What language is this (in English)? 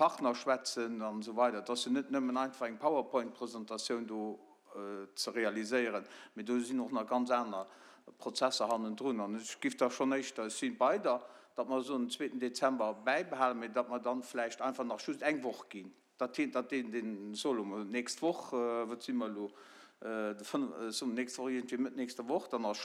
Luxembourgish